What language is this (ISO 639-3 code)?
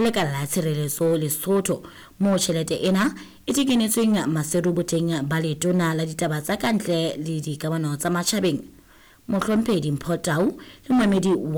sot